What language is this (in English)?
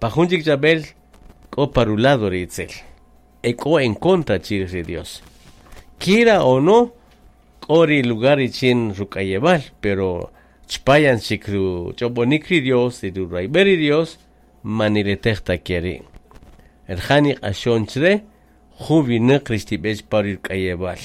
Kaqchikel